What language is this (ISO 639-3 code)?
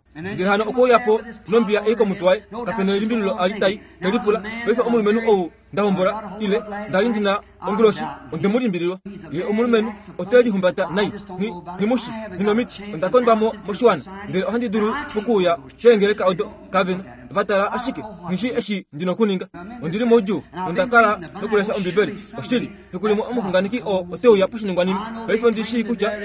kua